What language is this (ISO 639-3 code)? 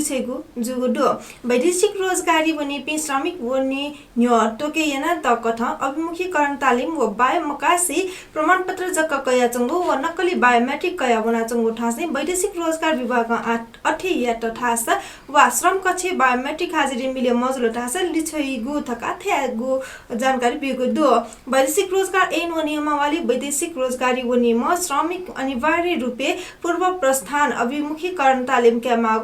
new